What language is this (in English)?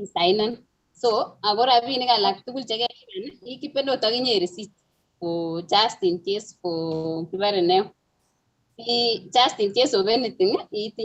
Kalenjin